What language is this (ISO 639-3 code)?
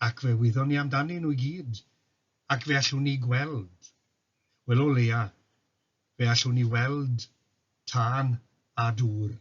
cym